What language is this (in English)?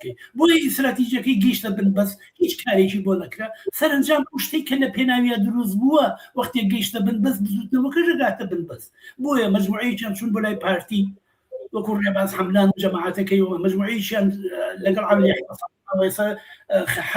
Central Kurdish